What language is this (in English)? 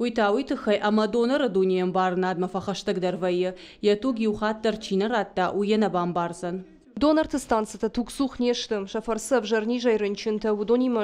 Ossetic